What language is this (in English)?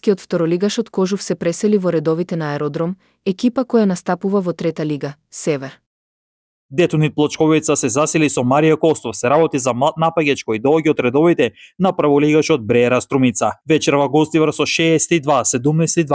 Macedonian